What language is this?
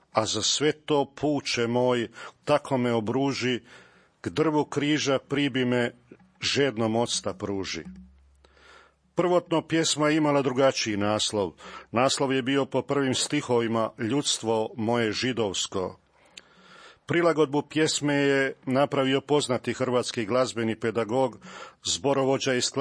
Croatian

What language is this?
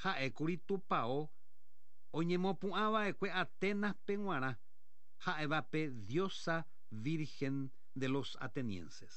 Guarani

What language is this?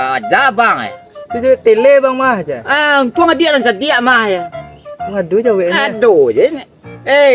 Minangkabau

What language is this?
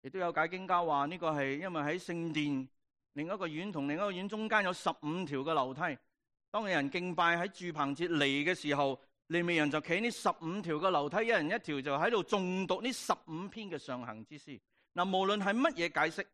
Cantonese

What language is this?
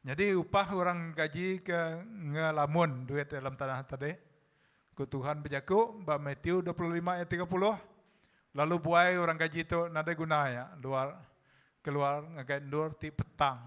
Iban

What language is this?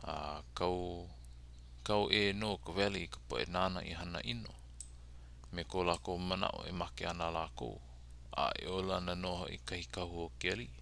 Hawaiian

